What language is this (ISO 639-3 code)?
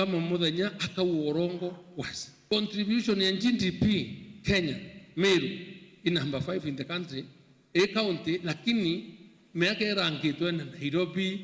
mer